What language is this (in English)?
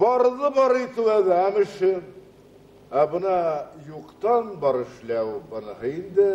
Bashkir